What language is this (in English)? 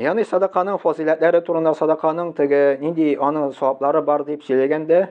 Tatar